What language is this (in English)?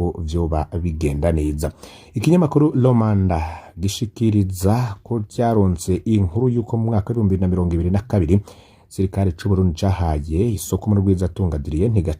Rundi